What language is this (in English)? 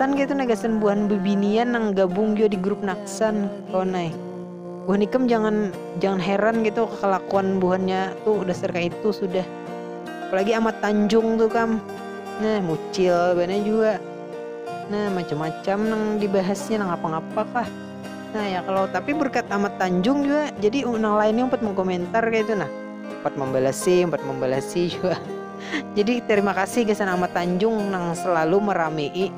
Banjar